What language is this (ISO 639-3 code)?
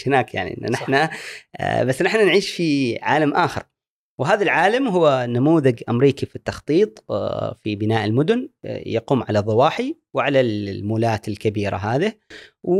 afb